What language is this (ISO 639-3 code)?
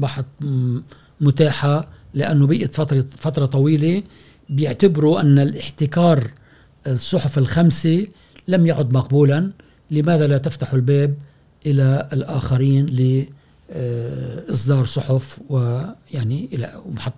afb